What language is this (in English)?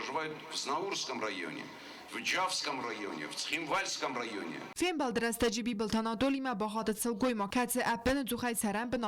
Ossetic